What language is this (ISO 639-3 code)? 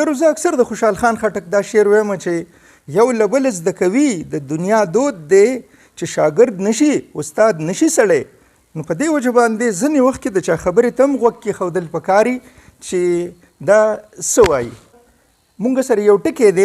pus